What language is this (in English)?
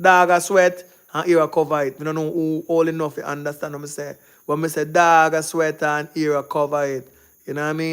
Jamaican Creole English